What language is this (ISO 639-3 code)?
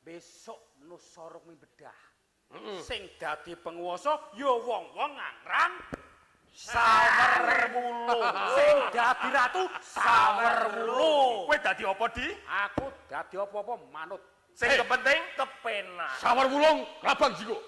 jav